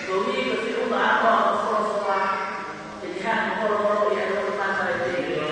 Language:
Tongan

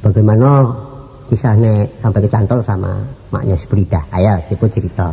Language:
Minangkabau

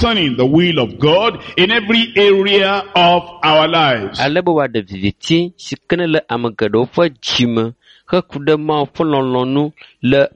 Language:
Ewe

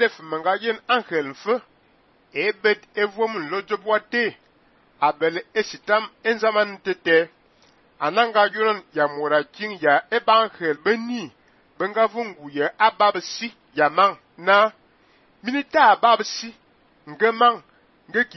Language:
Fang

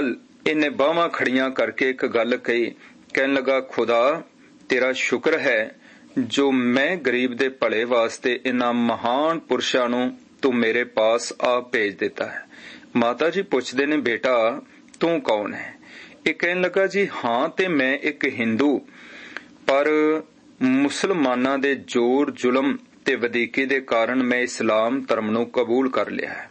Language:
Punjabi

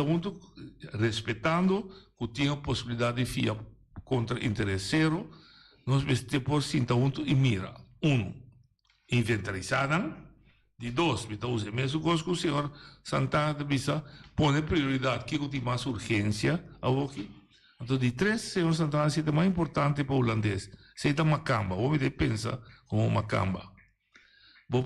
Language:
Papiamento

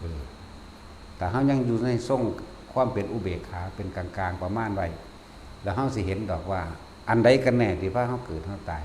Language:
Northeastern Thai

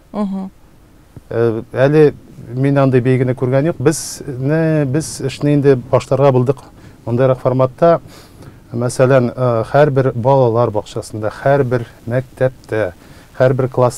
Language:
Tatar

